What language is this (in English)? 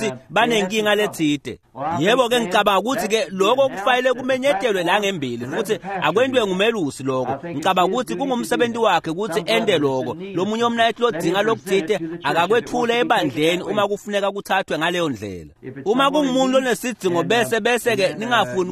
Swati